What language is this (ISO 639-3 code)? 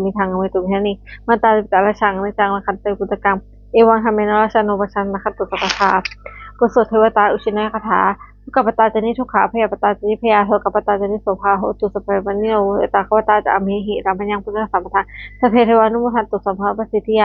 pli